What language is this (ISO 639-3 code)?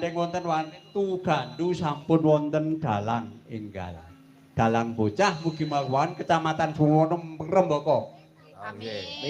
jav